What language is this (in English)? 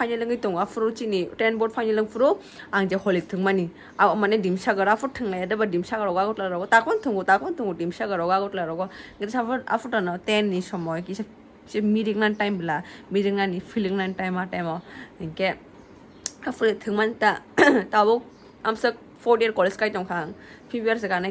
Kok Borok